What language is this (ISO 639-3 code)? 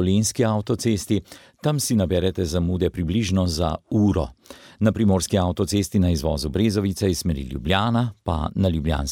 slv